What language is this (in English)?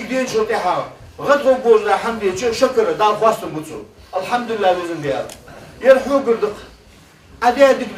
Ingush